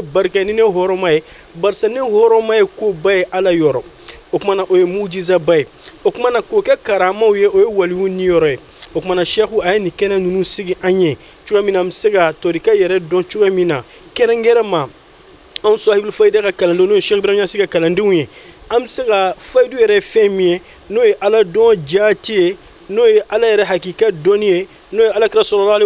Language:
Bambara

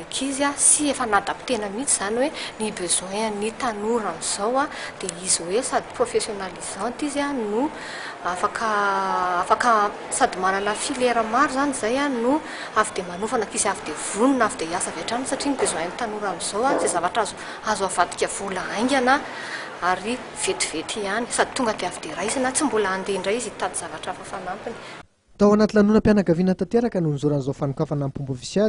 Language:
Malagasy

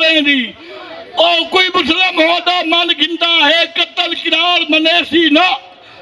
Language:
Saraiki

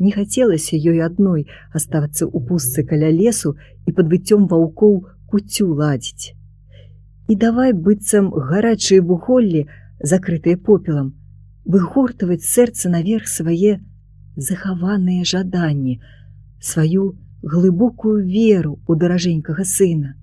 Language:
Belarusian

